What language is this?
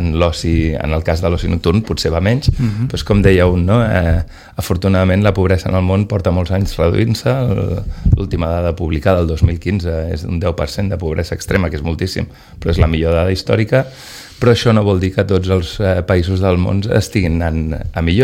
Catalan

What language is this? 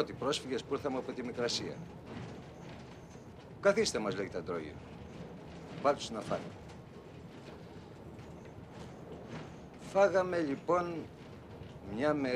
Greek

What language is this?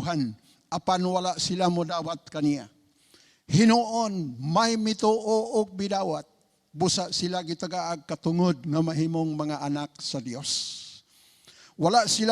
Cebuano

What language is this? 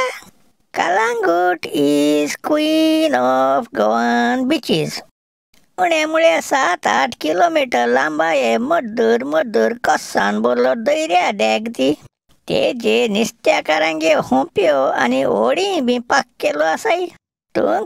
Konkani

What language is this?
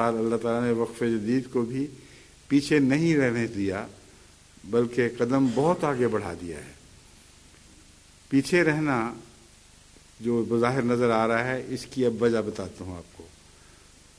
Urdu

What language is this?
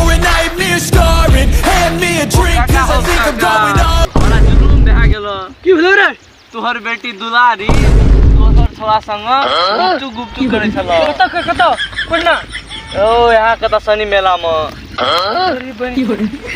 Maithili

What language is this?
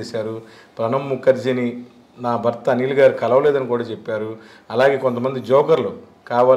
Telugu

